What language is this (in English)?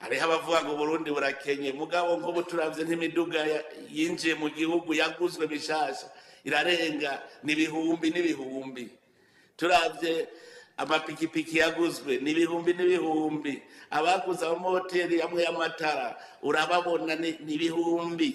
Rundi